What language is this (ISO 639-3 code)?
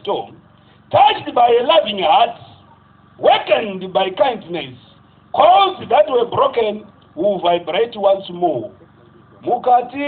sna